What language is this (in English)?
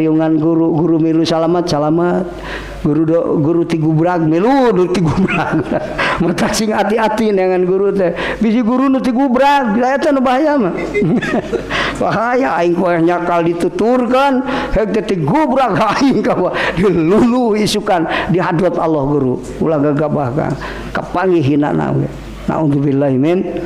Sundanese